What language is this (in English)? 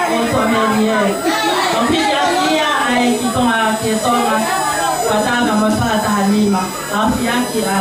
Tongan